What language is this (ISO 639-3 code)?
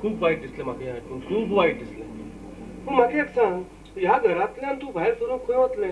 kok